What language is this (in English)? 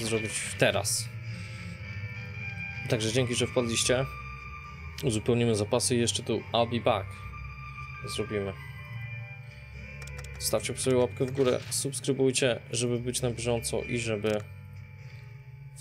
Polish